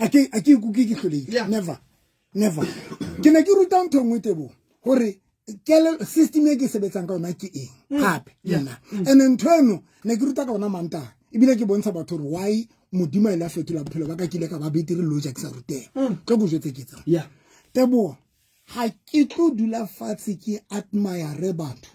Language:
Southern Sotho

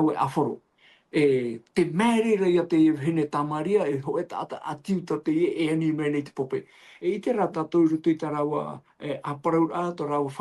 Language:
Tahitian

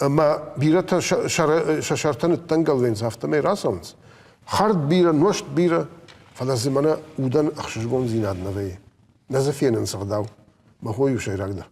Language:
Ossetic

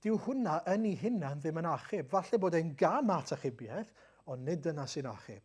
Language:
Welsh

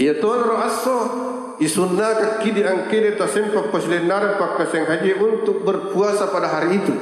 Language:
Buginese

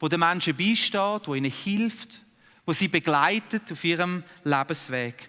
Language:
Swiss German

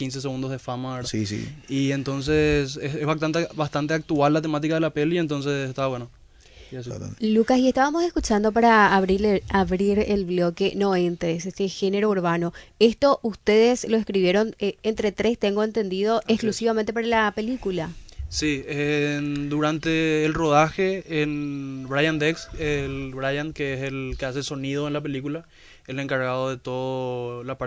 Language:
Spanish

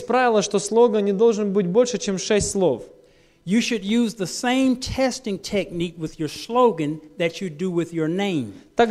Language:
Russian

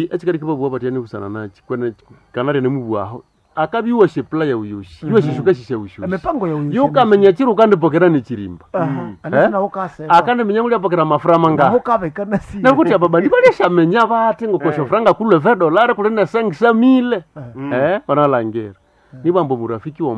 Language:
Nande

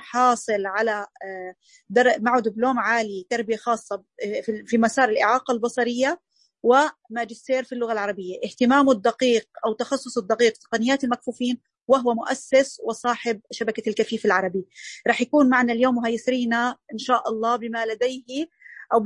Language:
Najdi Arabic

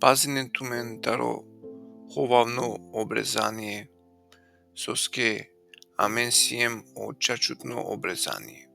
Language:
Balkan Romani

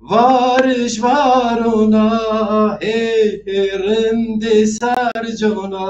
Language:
Zaza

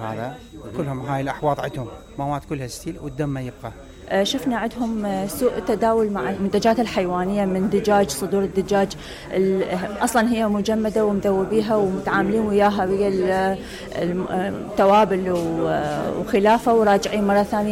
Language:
Mesopotamian Arabic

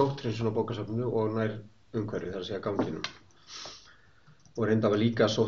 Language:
Icelandic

